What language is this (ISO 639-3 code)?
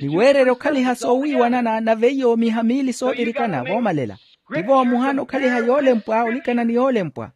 vmw